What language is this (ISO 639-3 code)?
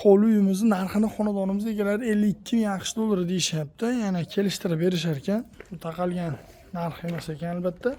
uzb